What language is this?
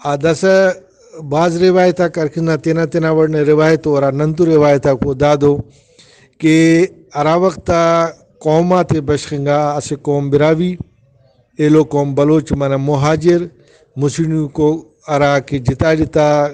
Brahui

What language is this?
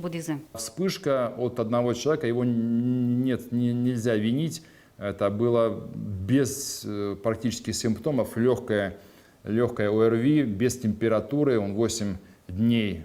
Udmurt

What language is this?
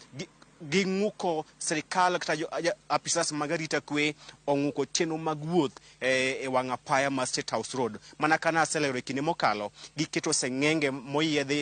Luo (Kenya and Tanzania)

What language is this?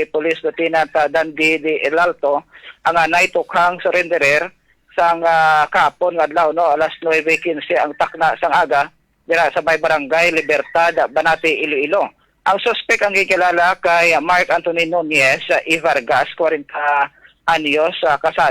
Hiligaynon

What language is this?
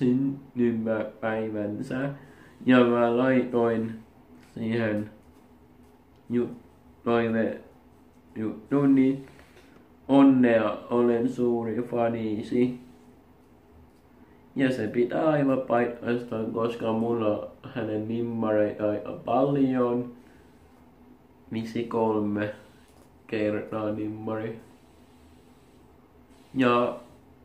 Finnish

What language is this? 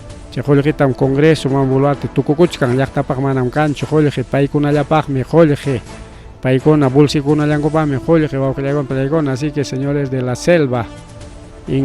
Ayacucho Quechua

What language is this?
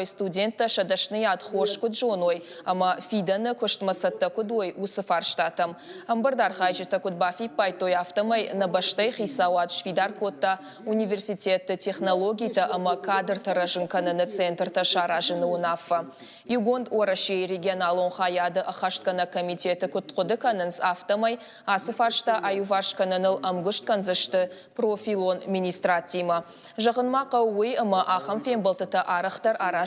Ossetic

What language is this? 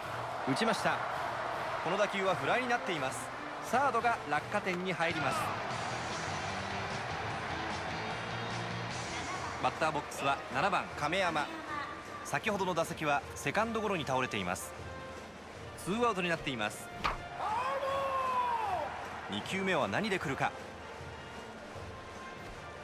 Japanese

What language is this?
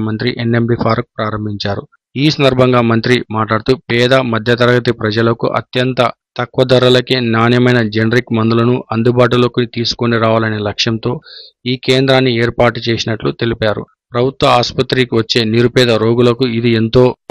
Telugu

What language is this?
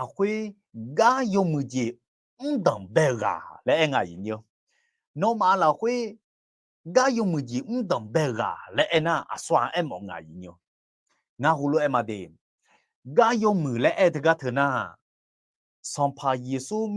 Akha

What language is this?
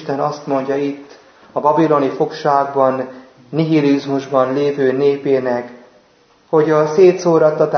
Hungarian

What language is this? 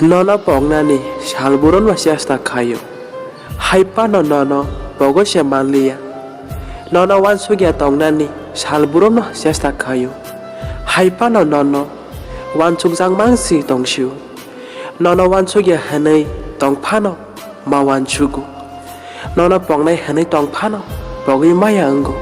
Kok Borok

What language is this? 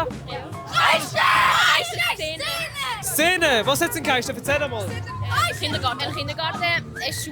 Swiss German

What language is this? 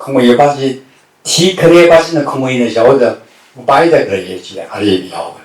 Tangkhul Naga (India)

